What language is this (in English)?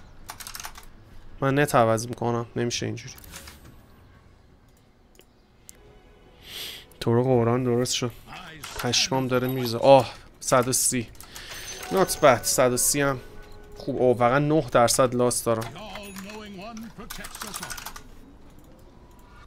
Persian